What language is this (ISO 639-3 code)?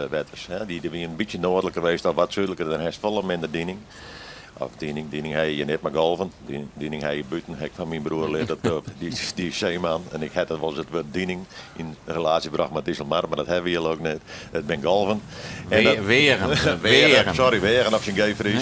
fry